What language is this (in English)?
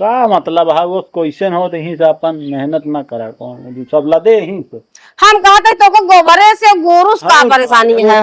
Awadhi